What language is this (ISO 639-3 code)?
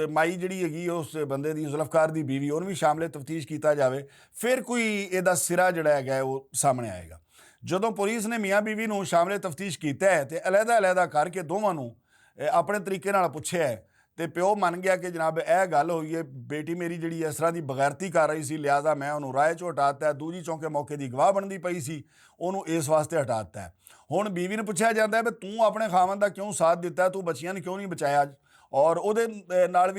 lah